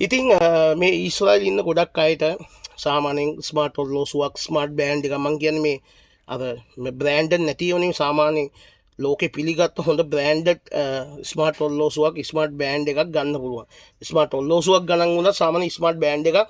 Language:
Sinhala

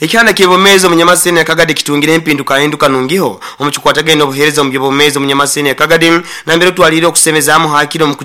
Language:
Nyoro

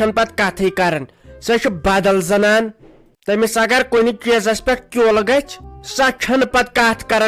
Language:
Kashmiri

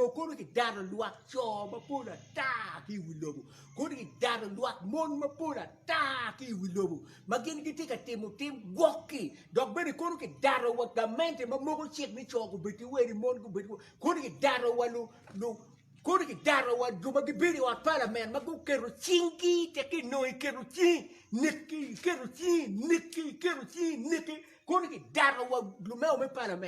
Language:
Acoli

